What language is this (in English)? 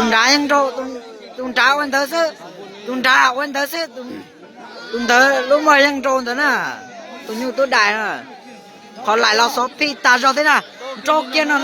Hmong